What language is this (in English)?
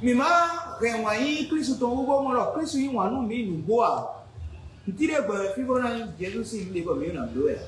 Fon